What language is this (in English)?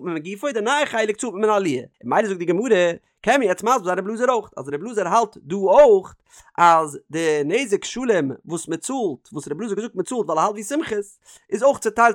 Yiddish